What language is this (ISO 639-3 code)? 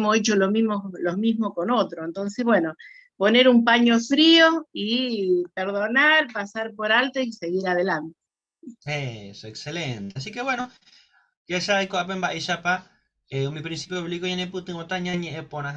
grn